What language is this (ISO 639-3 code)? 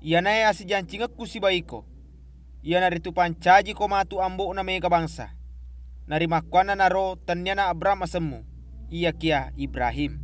bug